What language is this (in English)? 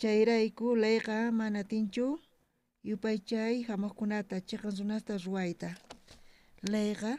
South Bolivian Quechua